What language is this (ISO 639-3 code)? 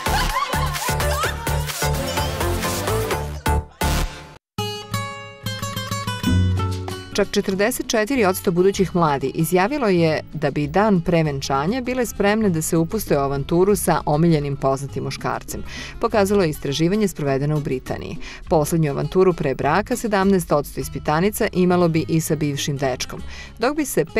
srp